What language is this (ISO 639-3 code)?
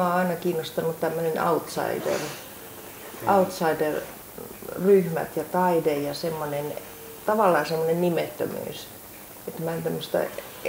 fin